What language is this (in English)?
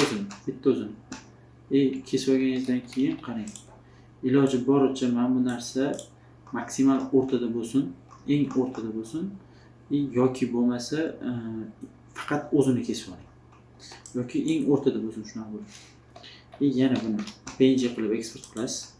Uzbek